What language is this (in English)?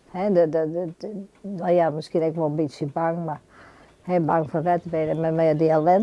Western Frisian